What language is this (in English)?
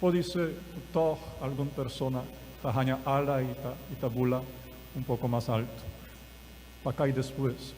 Papiamento